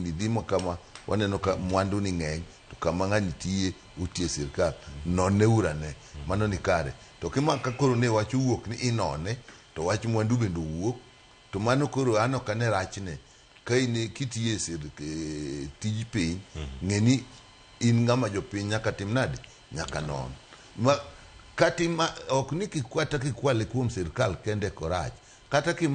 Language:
Luo (Kenya and Tanzania)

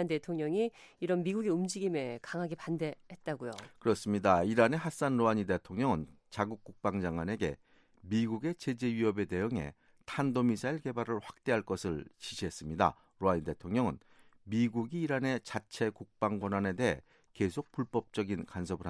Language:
Korean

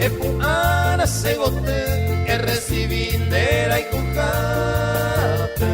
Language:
Guarani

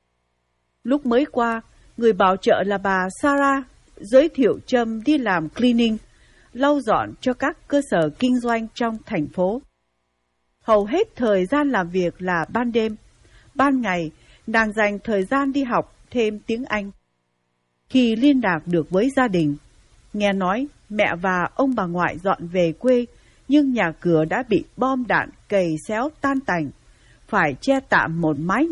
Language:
Vietnamese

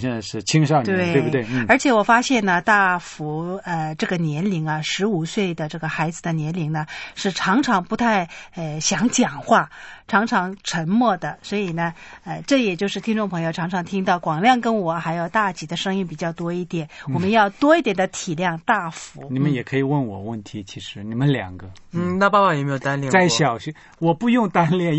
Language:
Chinese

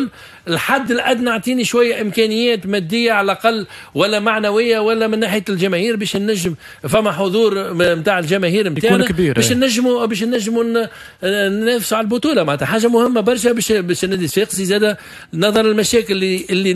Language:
Tunisian Arabic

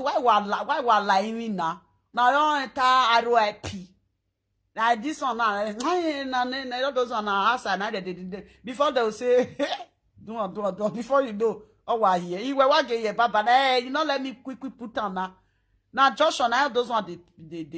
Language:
Nigerian Pidgin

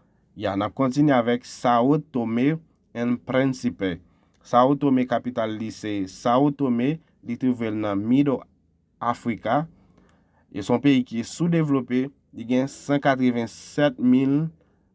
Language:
Haitian Creole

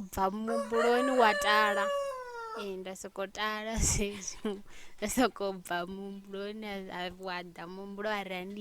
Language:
Venda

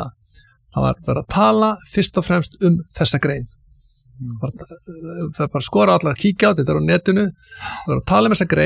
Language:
Icelandic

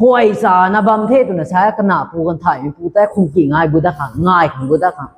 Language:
Rongmei Naga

